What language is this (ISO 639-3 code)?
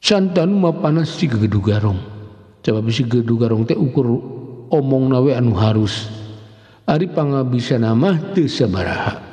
sun